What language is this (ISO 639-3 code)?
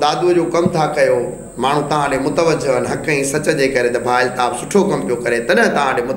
snd